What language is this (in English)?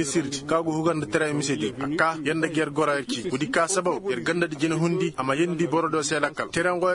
Koyraboro Senni